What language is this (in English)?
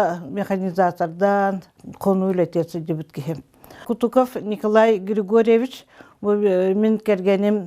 Yakut